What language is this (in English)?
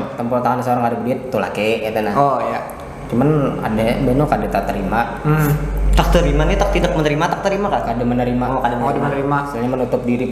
Banjar